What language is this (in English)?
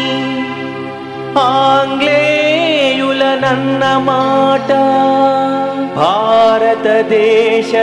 Telugu